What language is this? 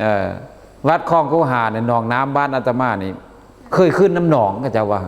Lao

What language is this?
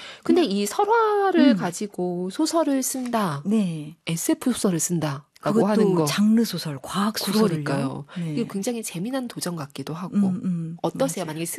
Korean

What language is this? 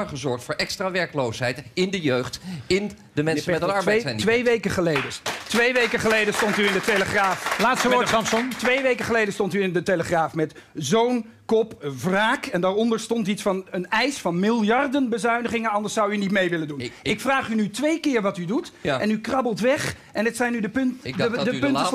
Dutch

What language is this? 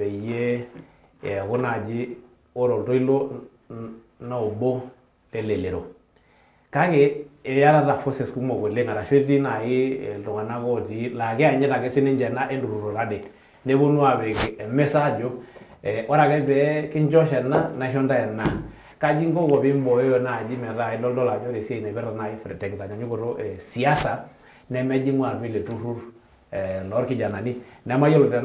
Masai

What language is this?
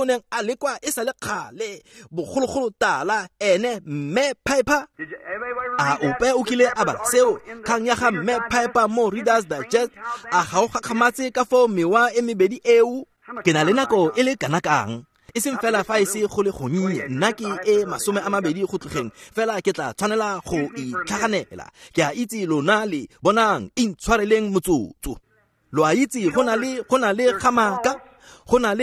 Tswana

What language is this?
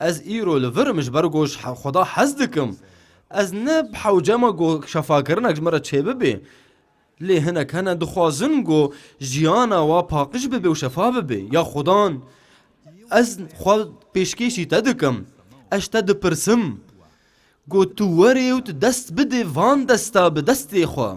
Kurdish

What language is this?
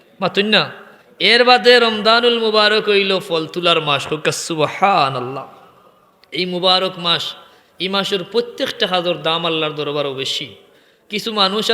Sylheti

